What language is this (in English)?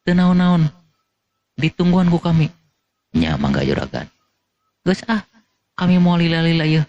Sundanese